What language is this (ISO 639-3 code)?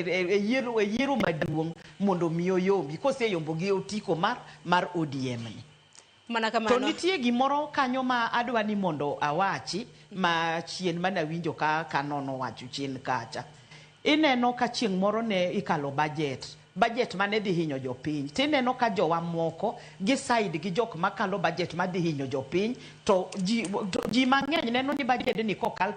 luo